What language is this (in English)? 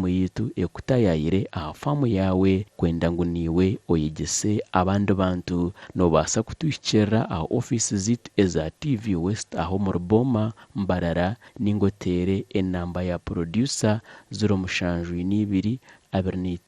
Nyankole